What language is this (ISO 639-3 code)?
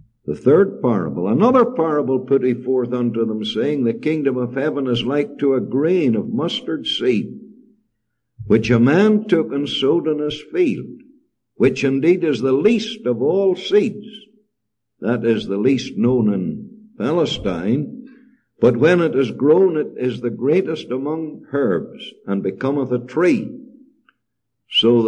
eng